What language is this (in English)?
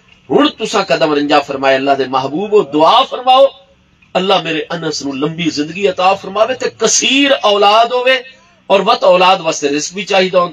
Saraiki